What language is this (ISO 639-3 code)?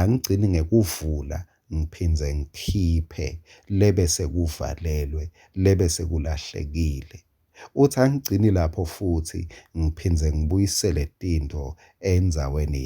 ssw